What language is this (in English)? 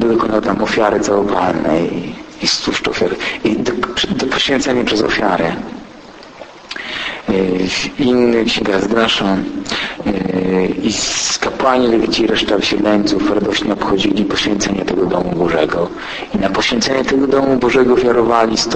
Polish